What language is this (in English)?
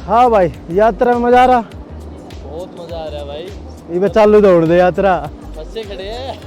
Haryanvi